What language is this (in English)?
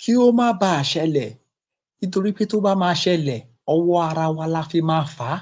Yoruba